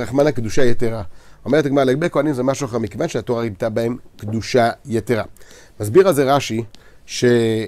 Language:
Hebrew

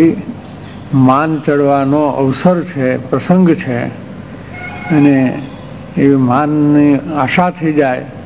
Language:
Gujarati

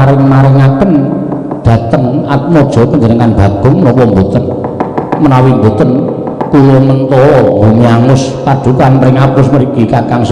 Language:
Javanese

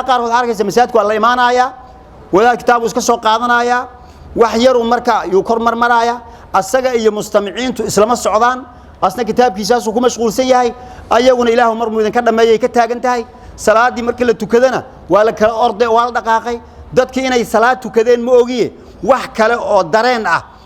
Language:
Somali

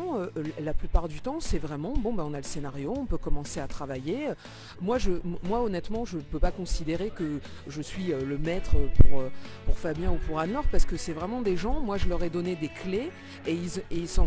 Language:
French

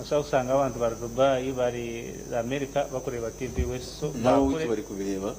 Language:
Nyankole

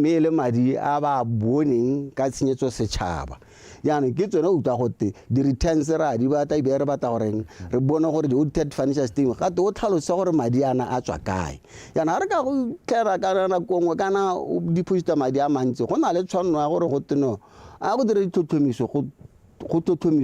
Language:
Tswana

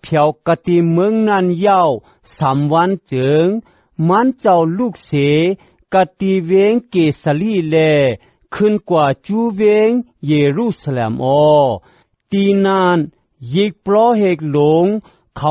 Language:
Shan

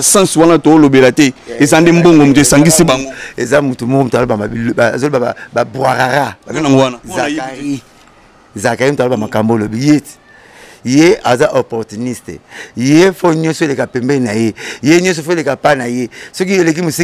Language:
Lingala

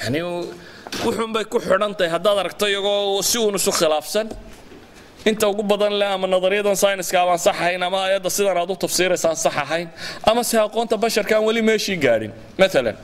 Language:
Somali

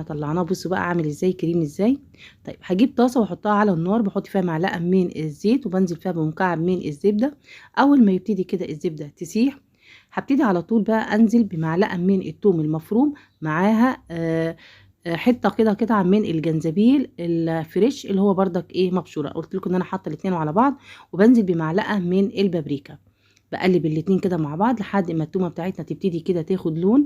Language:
Egyptian Arabic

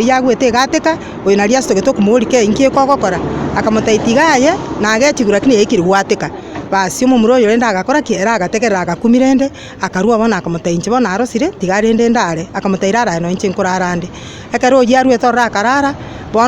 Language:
Gusii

